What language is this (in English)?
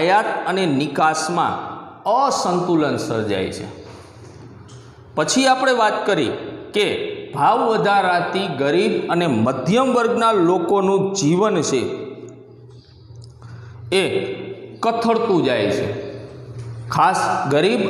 Gujarati